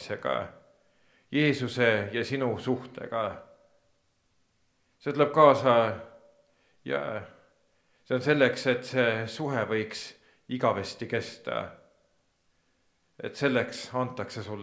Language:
Estonian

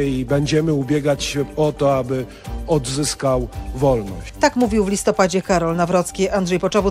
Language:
Polish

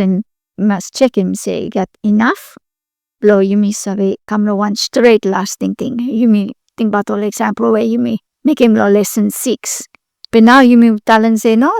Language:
Bislama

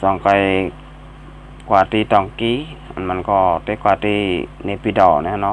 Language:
Shan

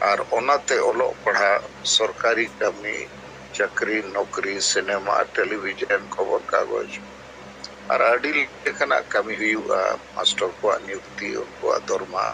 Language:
Santali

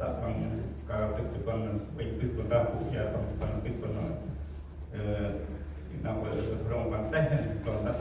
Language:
Central Mnong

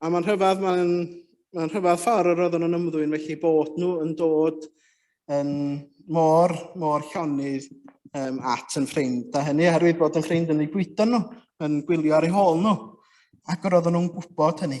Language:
Welsh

